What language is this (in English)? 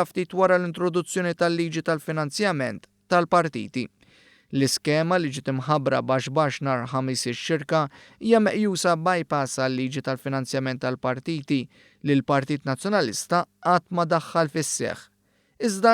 Maltese